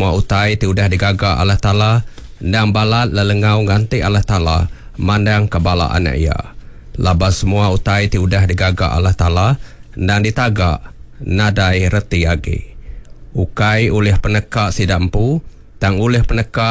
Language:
Iban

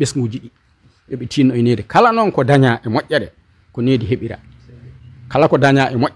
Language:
Fula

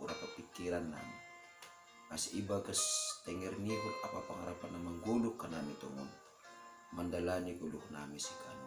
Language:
Batak Simalungun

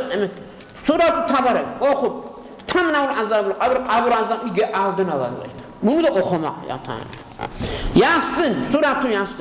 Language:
Kumyk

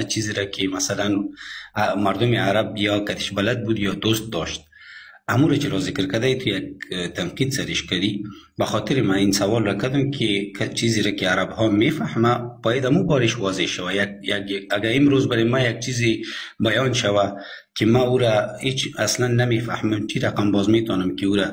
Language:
Persian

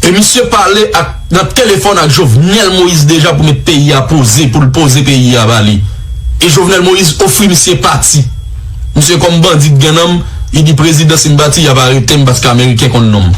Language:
Haitian Creole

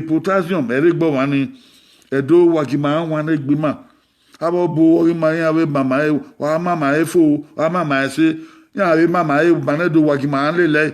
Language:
Bini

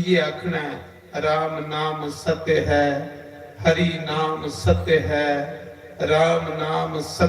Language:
Dogri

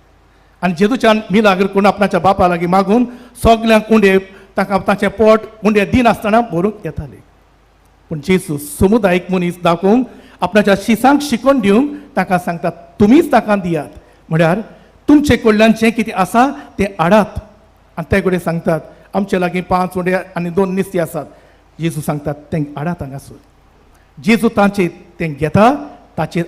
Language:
Konkani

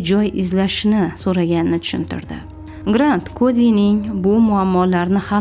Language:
Uzbek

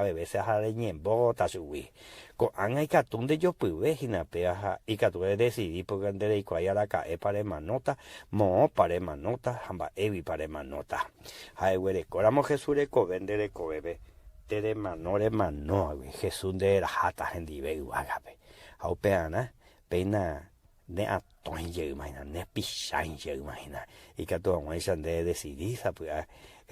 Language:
Guarani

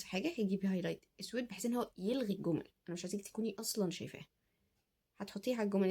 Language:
Egyptian Arabic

